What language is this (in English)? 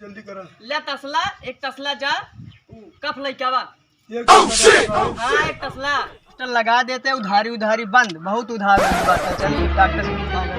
Awadhi